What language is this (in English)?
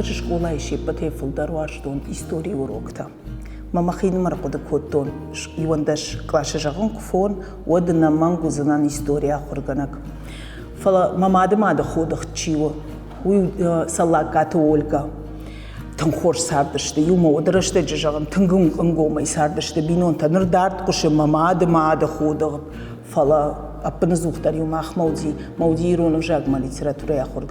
Ossetic